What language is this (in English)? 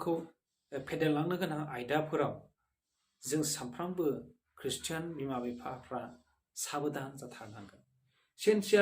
Bodo